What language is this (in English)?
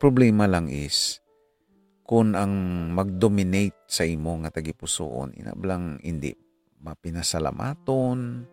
Hiligaynon